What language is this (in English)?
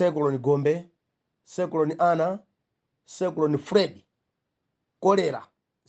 Nyanja